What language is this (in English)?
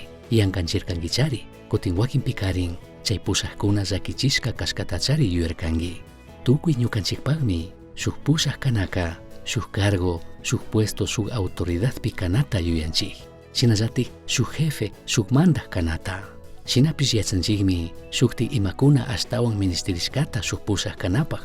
Chimborazo Highland Quichua